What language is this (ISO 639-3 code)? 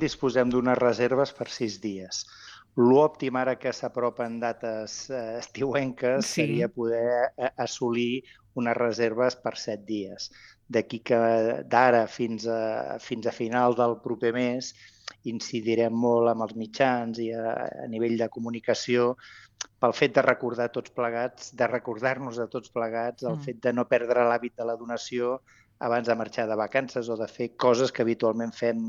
cat